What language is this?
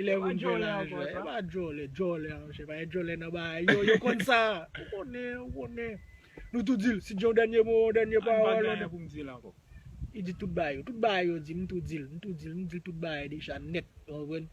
Haitian Creole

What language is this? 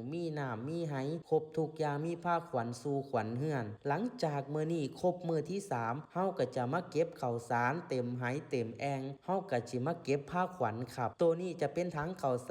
Northeastern Thai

